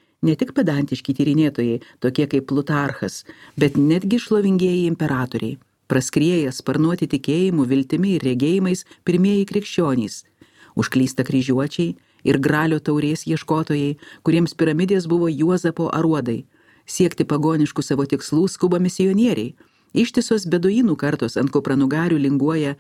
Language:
Lithuanian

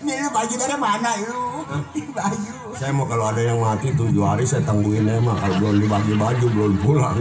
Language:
Betawi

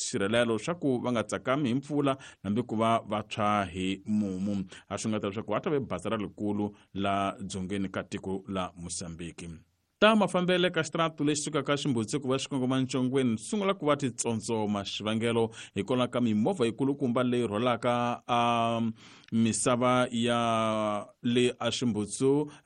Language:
Tsonga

